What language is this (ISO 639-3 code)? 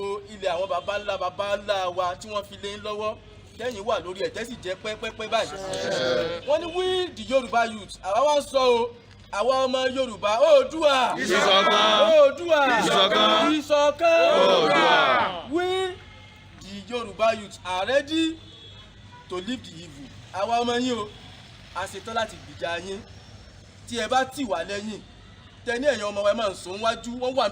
yor